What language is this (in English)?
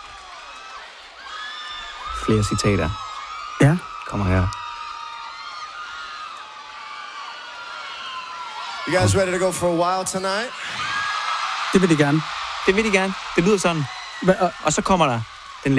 Danish